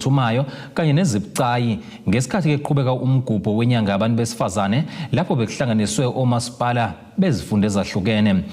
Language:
Zulu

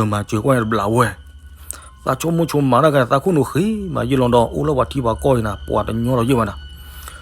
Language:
S'gaw Karen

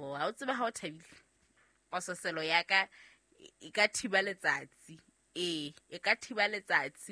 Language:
Southern Sotho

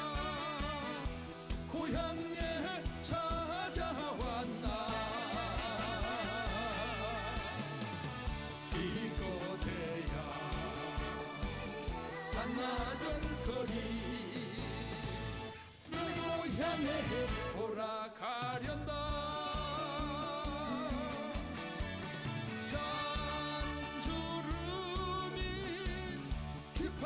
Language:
Korean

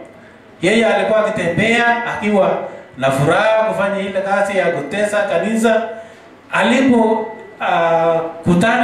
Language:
Swahili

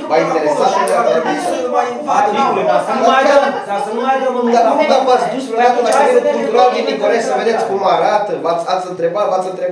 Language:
Romanian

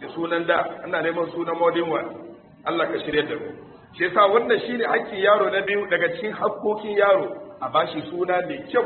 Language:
Hausa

